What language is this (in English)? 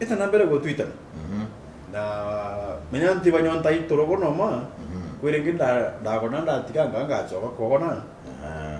Meru